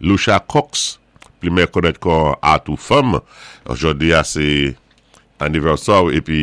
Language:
Saint Lucian Creole French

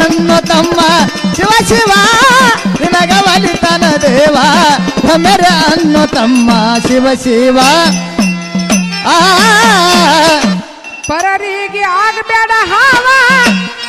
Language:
Kannada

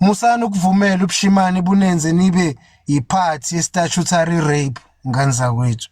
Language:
Zulu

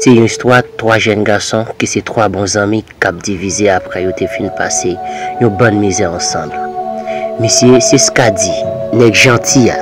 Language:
Haitian Creole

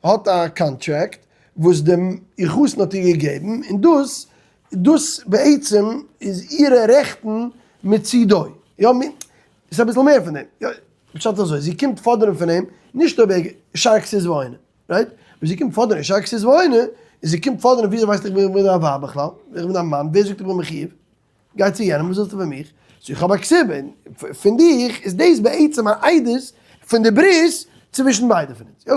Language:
Yiddish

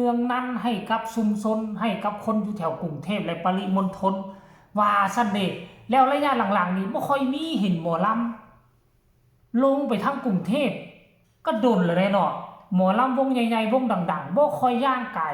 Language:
Northeastern Thai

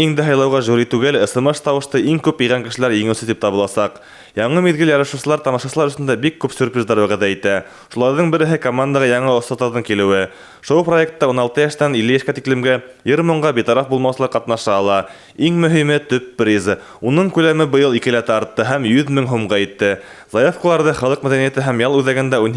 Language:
Bashkir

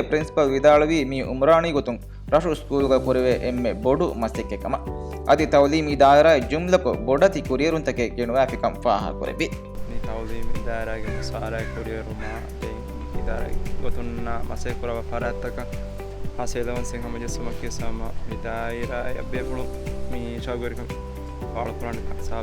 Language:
Divehi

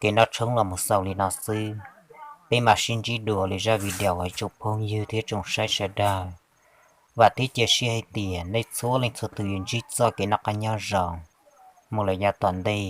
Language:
Hmong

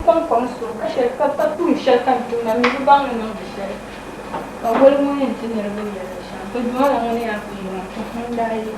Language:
Dagbani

